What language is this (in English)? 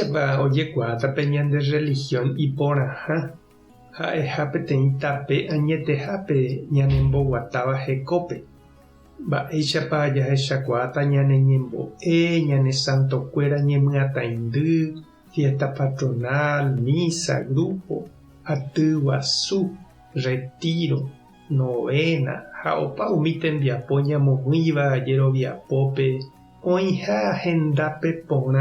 Guarani